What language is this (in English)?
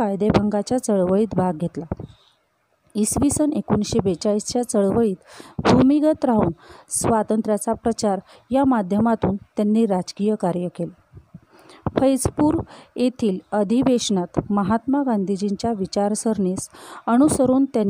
Marathi